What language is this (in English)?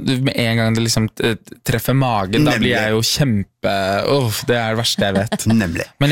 Norwegian